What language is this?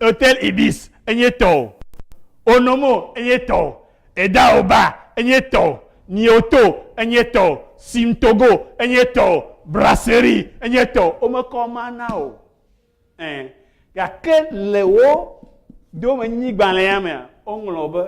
Ewe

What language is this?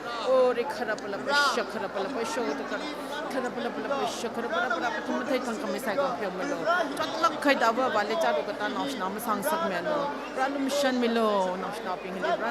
Tangkhul Naga (India)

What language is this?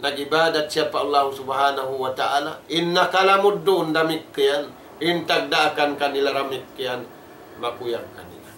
Tausug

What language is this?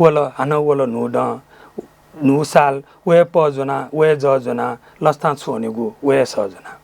Newari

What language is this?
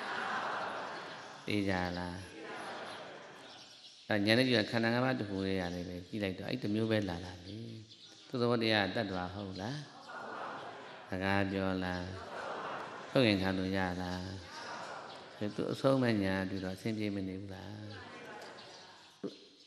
Burmese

